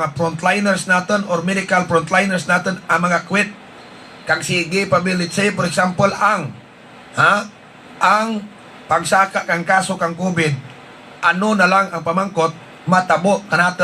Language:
Hiligaynon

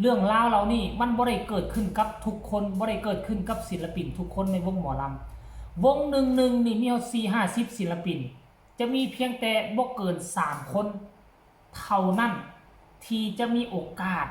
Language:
Northeastern Thai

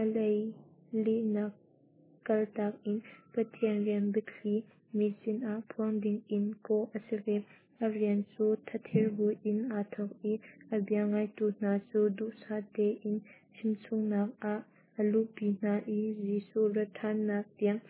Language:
Hakha Chin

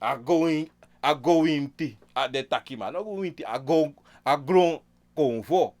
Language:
Sranan Tongo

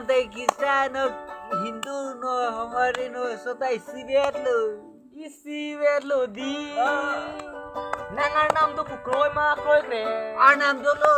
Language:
Karbi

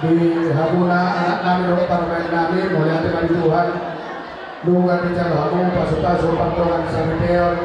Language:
Batak Toba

